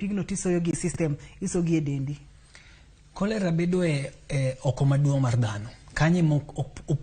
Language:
Luo (Kenya and Tanzania)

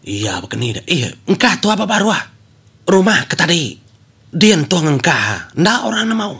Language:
Iban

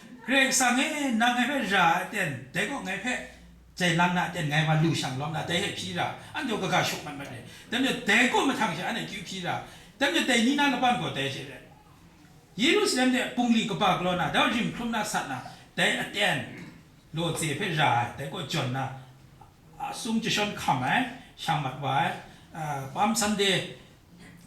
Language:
Kachin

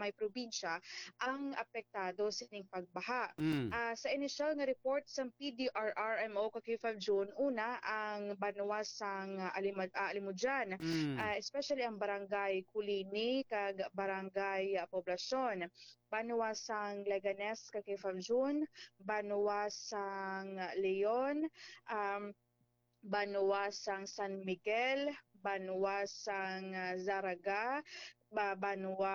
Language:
Hiligaynon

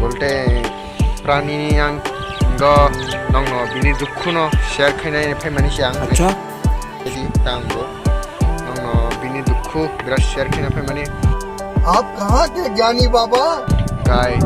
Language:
Kok Borok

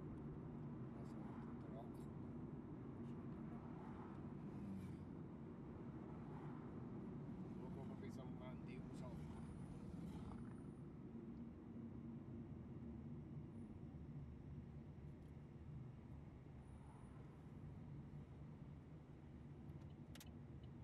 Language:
German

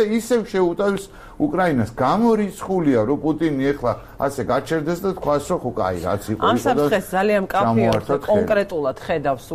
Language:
Georgian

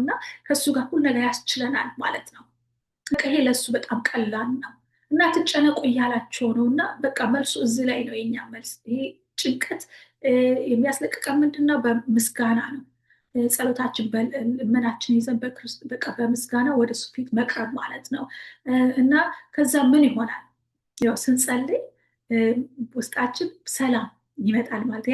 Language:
Amharic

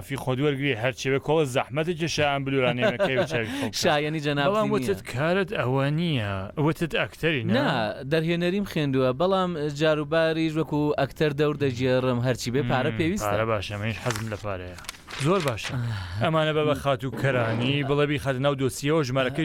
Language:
Central Kurdish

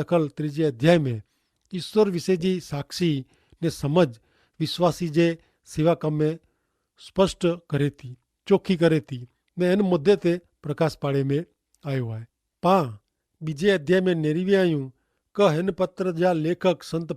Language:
Kachhi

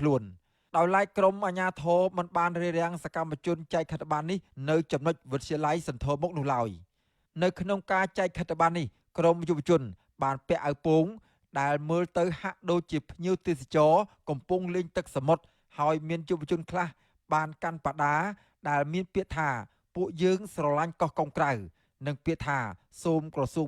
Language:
Khmer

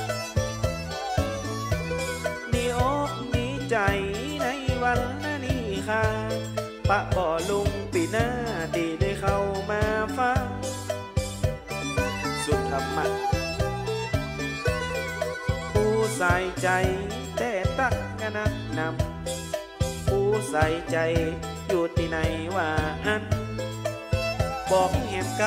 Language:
Thai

